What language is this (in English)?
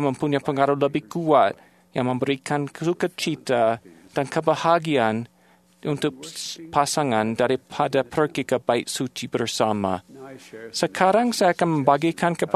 Indonesian